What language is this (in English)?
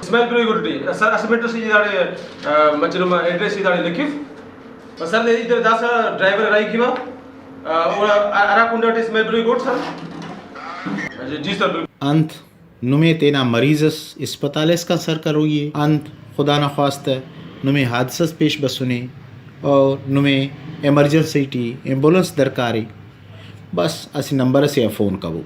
Brahui